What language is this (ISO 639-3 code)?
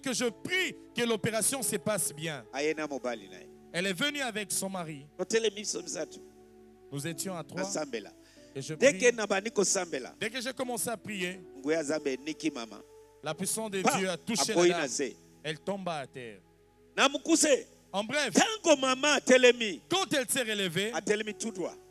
fra